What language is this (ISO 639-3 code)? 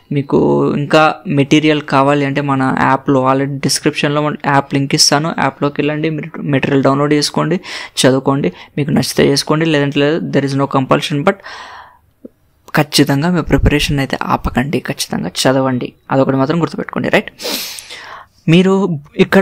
tel